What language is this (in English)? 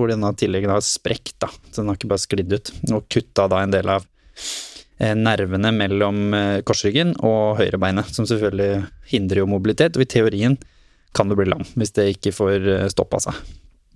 Norwegian